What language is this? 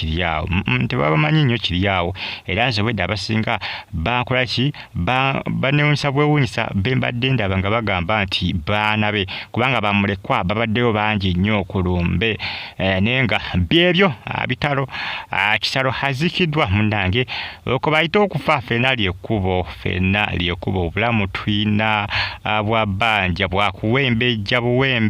Ganda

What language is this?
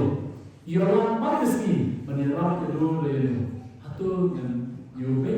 Khasi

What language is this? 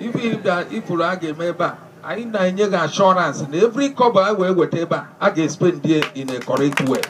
Igbo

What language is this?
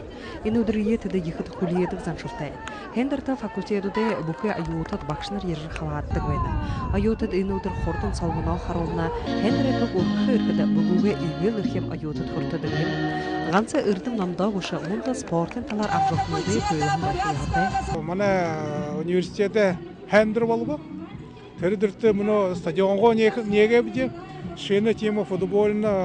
Buriat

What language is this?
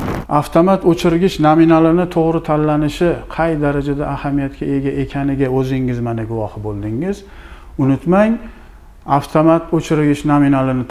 Uzbek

